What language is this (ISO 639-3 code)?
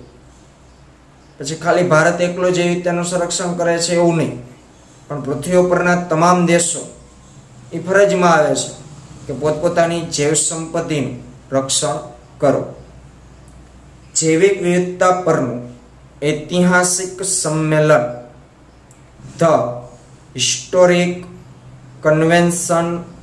guj